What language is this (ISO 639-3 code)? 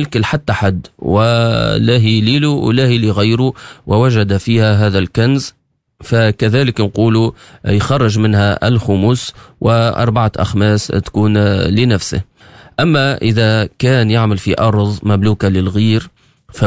aeb